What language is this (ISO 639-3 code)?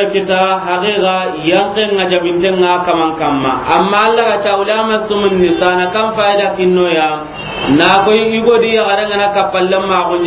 snk